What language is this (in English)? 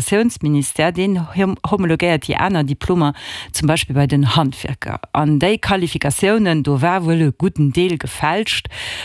Luxembourgish